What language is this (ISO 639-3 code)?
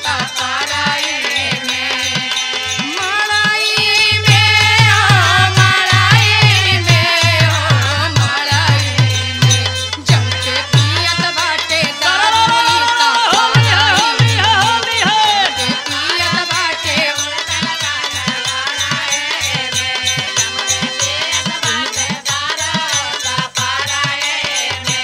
bho